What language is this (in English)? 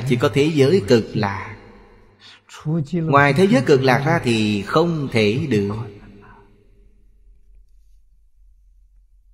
Vietnamese